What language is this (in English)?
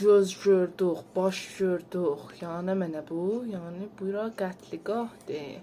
South Azerbaijani